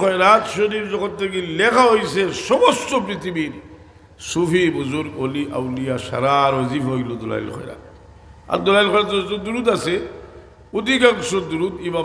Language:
Sylheti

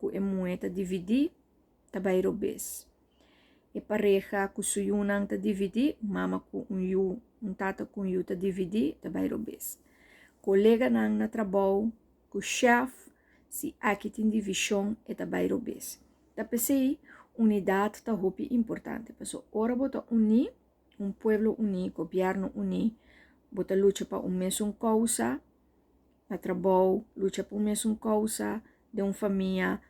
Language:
Papiamento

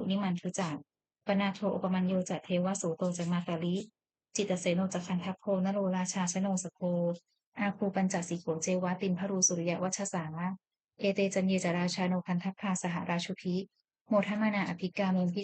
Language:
Pali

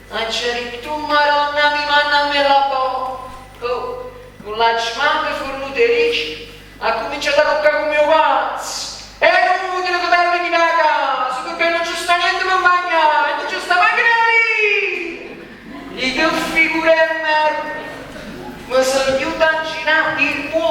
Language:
Neapolitan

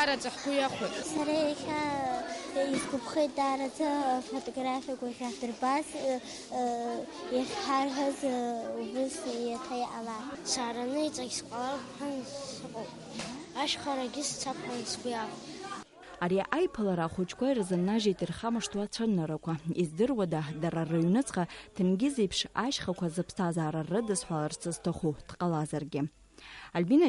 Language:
Abkhazian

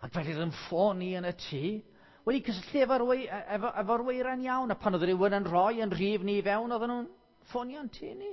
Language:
Welsh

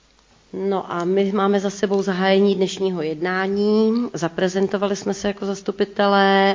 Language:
Czech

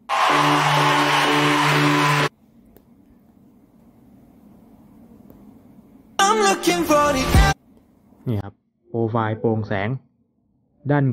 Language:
Thai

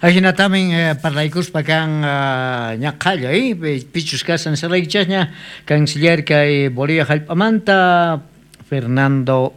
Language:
South Bolivian Quechua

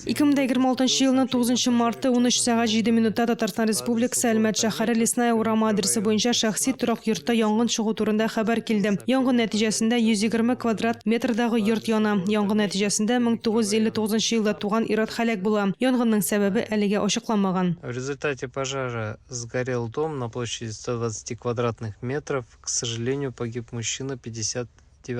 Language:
Tatar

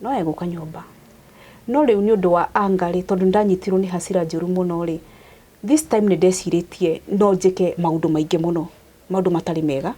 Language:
Kikuyu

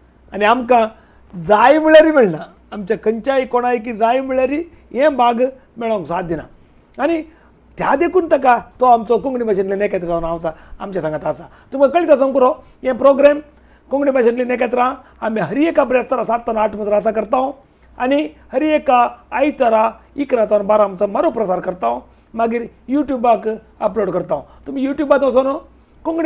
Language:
Konkani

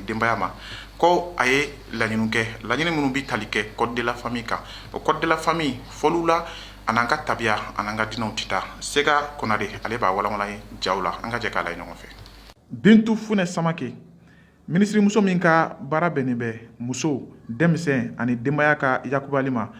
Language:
Bambara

